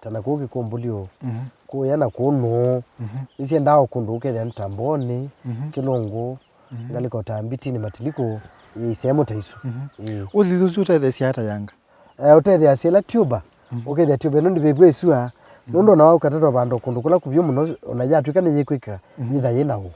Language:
Kamba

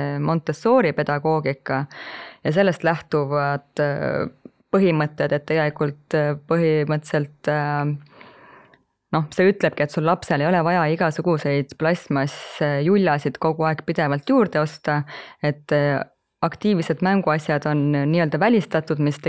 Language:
Estonian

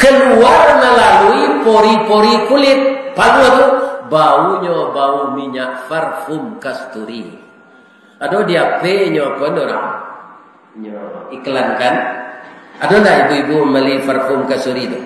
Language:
Minangkabau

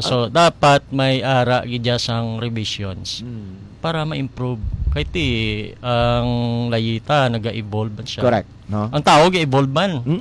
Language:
Hiligaynon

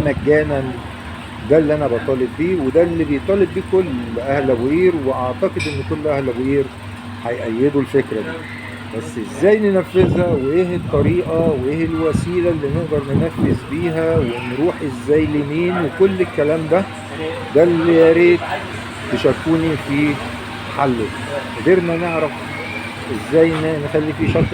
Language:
Egyptian Arabic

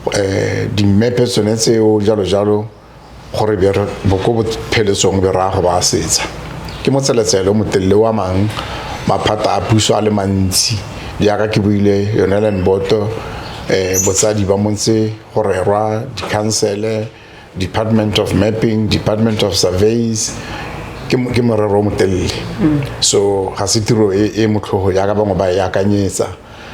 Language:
Tswana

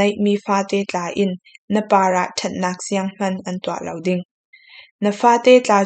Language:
Falam Chin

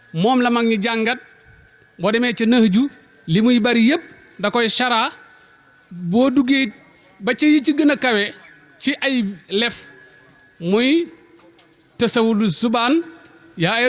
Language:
Wolof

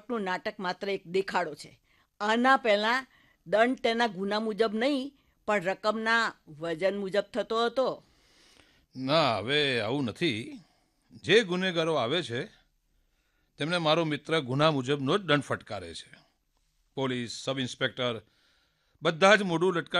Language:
Gujarati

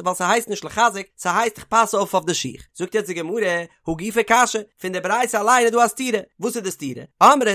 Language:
Yiddish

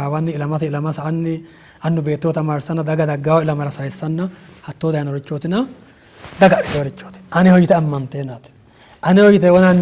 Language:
Sidamo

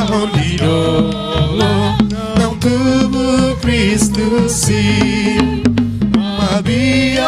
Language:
Batak Toba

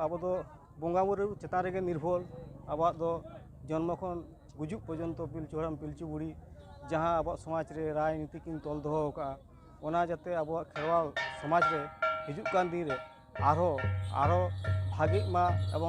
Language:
Santali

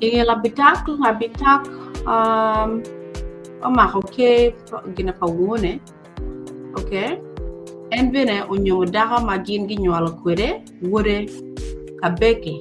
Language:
Acoli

